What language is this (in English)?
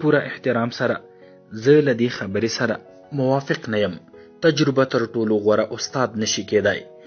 Pashto